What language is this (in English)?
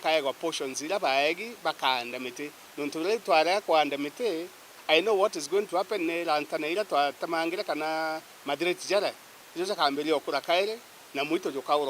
Meru